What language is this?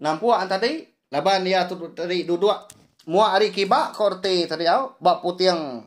Iban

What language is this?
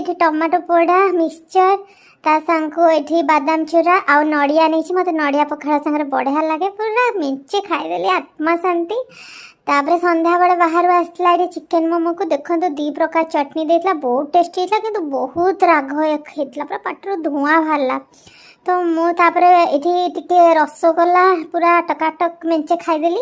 Odia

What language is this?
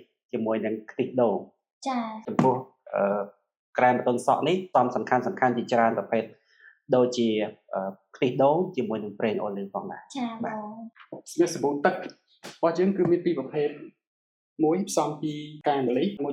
Khmer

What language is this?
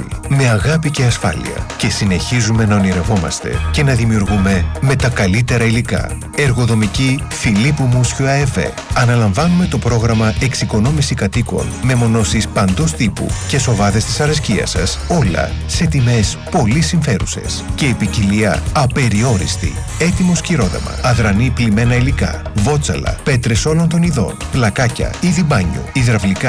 Greek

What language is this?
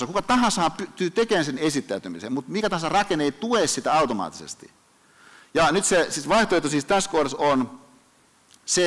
Finnish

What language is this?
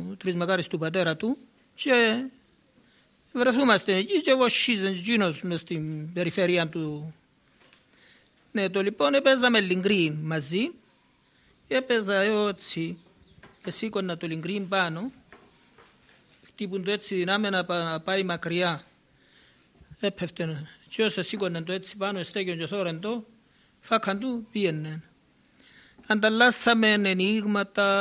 Greek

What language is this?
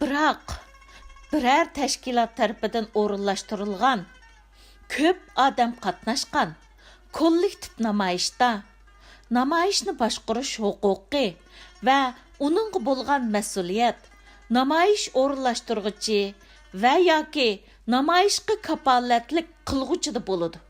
Uyghur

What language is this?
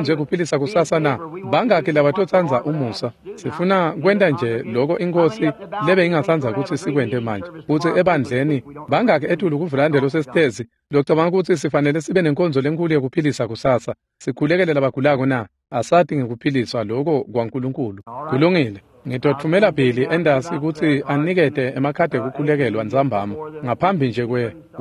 Swati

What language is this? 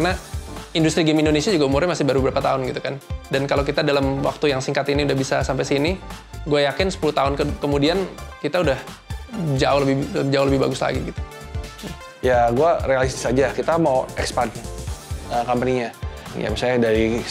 Indonesian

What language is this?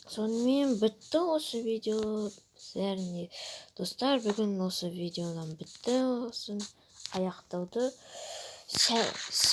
Kazakh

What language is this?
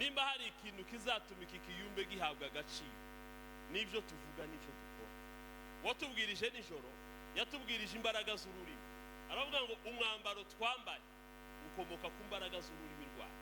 Kinyarwanda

